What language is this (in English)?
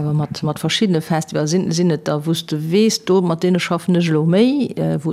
Luxembourgish